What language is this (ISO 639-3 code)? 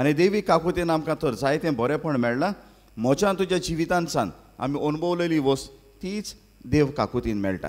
kok